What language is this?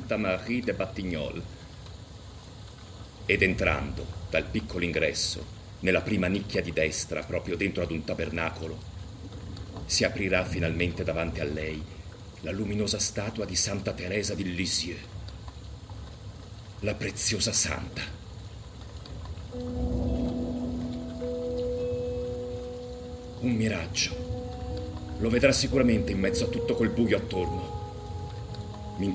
Italian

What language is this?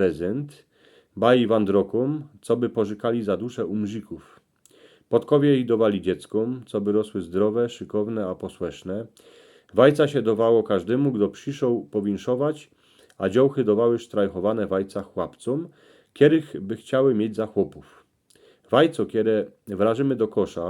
Silesian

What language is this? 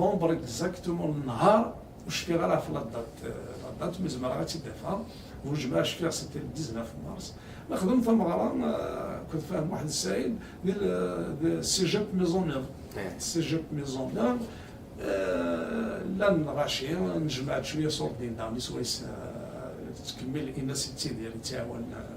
Kabyle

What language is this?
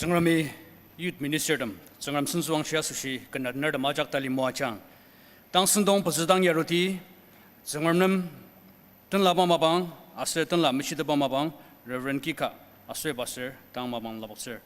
Ao Naga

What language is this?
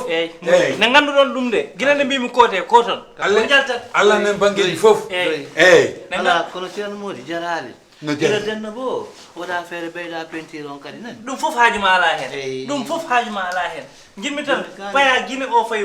Fula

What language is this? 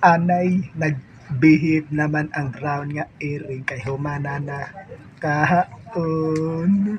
Cebuano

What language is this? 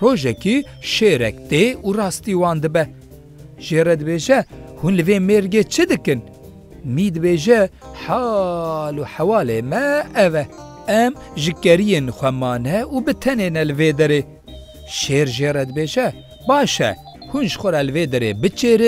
Kurdish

